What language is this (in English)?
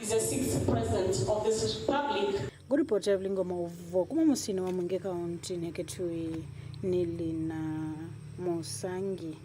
Kamba